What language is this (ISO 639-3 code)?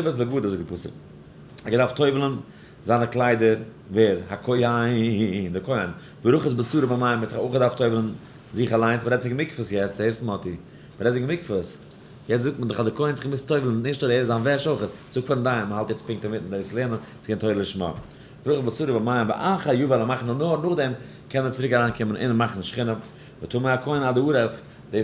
yid